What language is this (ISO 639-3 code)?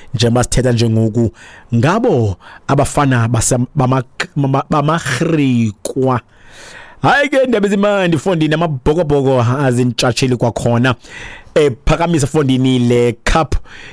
xho